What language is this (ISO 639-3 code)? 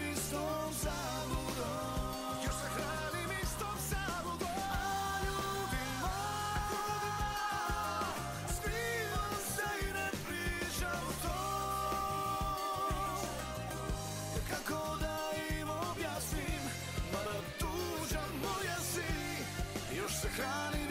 srp